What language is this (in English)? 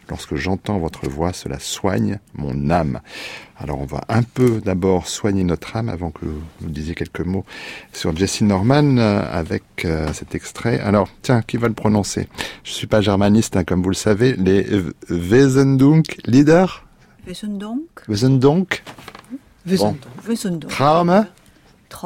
French